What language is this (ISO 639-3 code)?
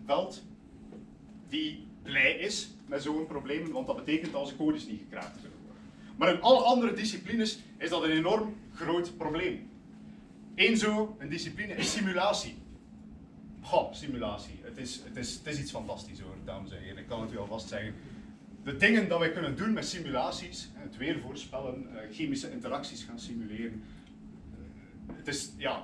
nld